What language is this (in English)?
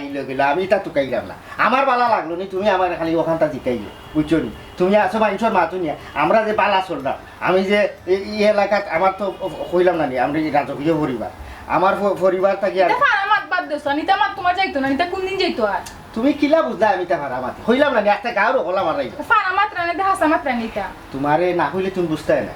Sylheti